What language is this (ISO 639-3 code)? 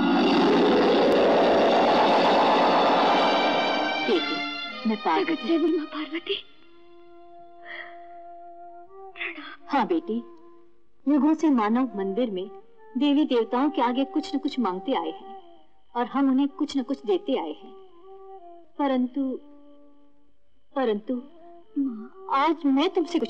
hin